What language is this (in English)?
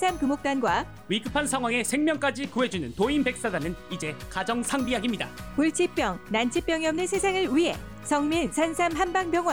Korean